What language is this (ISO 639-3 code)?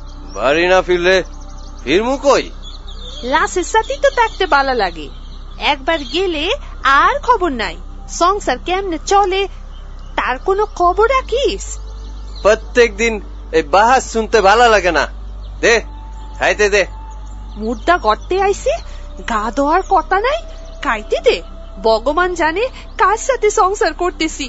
ben